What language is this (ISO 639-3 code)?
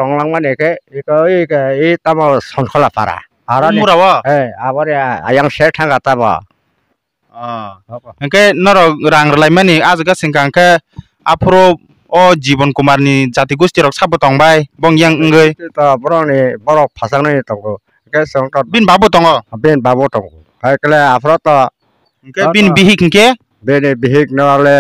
trp